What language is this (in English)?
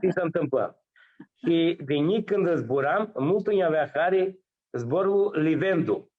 Aromanian